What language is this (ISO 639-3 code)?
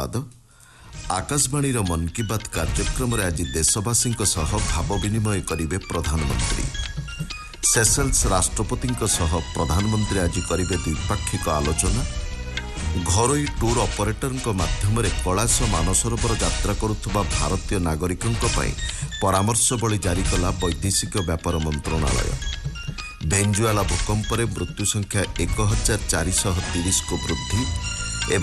ori